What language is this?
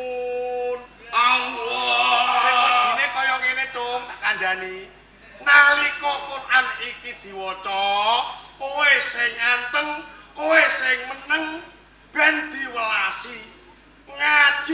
Javanese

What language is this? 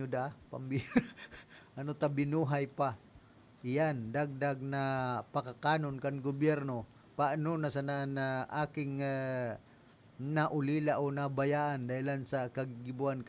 Bikol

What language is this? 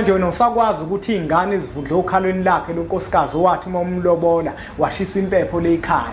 Zulu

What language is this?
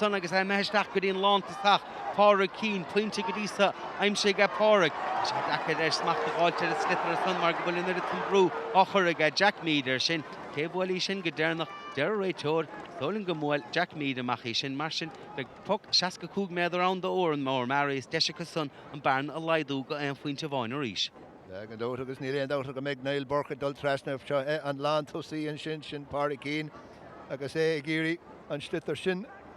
Irish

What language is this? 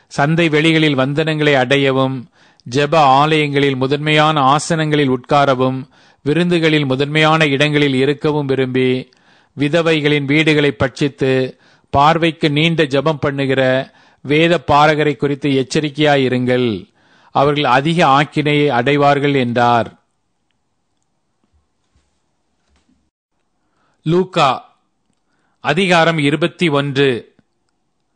Tamil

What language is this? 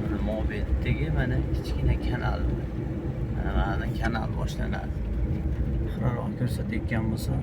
Uzbek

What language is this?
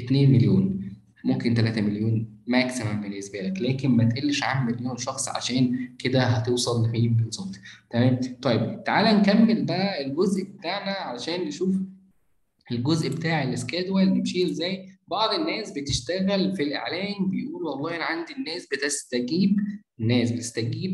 Egyptian Arabic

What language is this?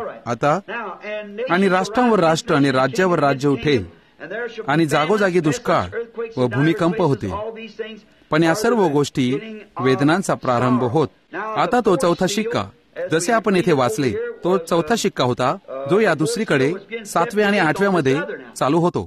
Marathi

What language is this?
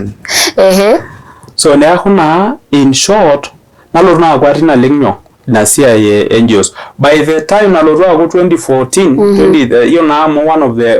Masai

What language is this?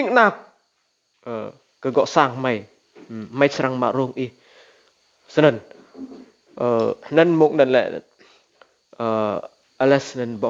Rade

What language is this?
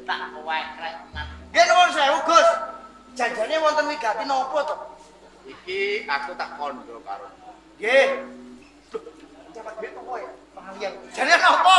Javanese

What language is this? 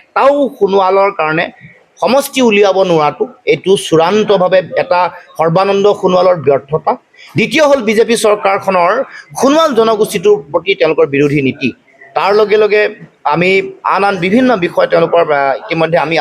Assamese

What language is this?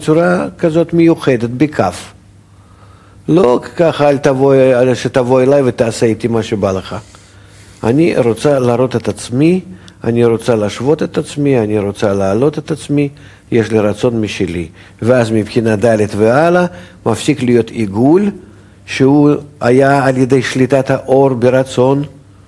Hebrew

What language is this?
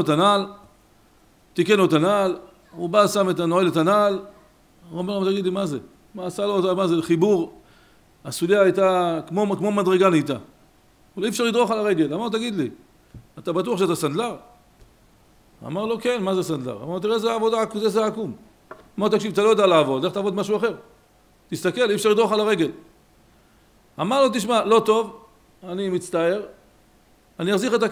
Hebrew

